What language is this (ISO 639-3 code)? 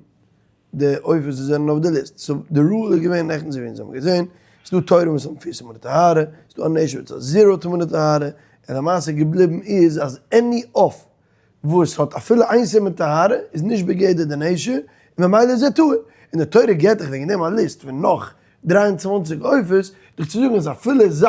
yid